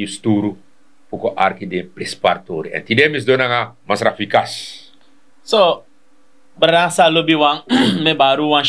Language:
Sranan Tongo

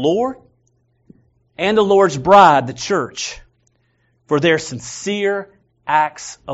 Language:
English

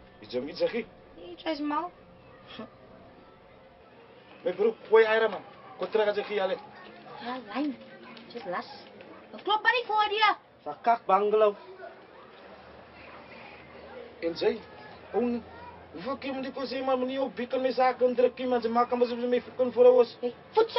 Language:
Afrikaans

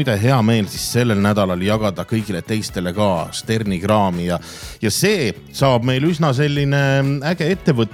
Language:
Estonian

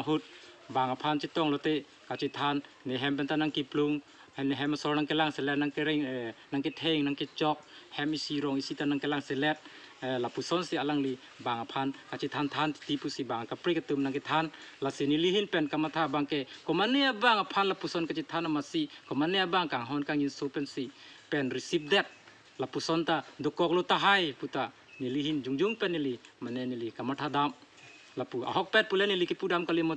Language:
Karbi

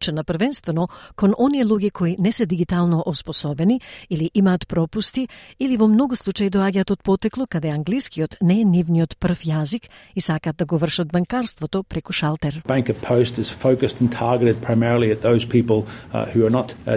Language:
Macedonian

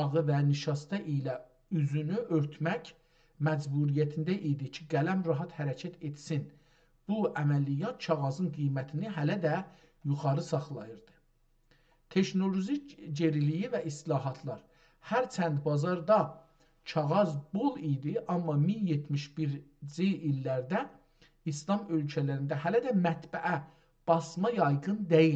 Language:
South Azerbaijani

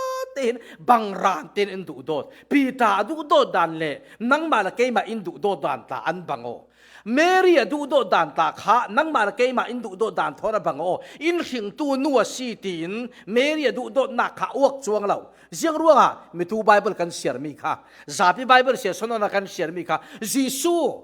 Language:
Falam Chin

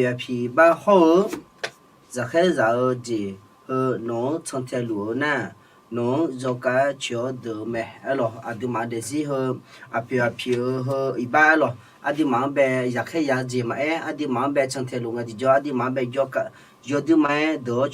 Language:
Akha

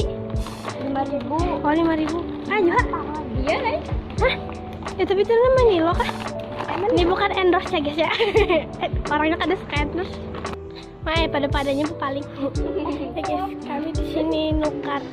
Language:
Banjar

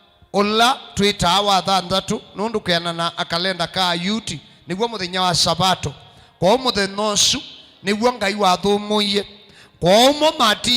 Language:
Kamba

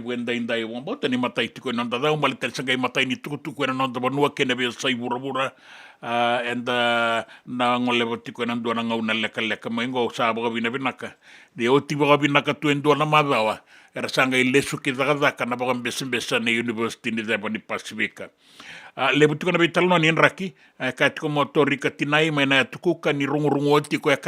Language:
Fijian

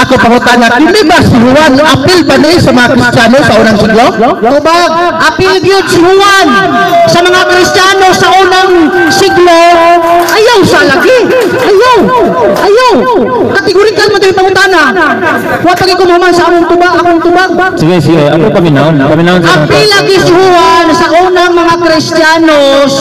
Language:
Cebuano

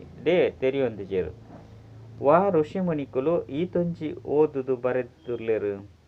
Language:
Tulu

